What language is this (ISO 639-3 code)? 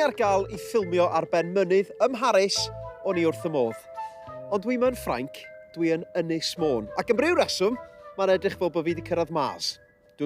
cym